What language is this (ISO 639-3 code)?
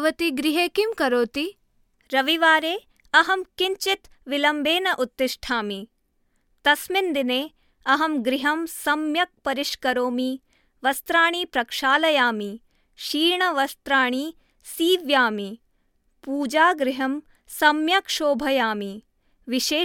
san